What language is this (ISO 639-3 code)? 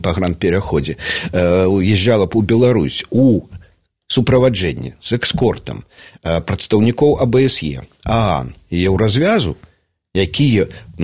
bel